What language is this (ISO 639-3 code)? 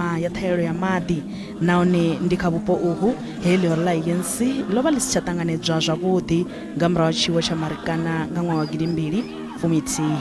ven